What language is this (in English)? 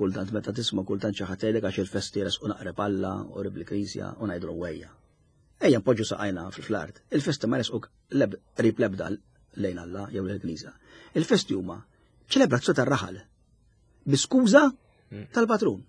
Maltese